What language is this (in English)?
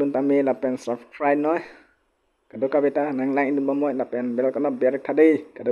Karbi